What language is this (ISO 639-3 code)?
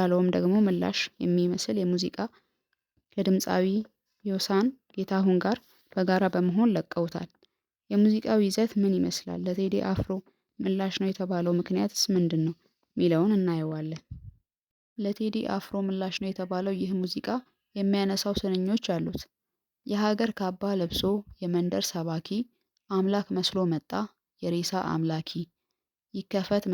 amh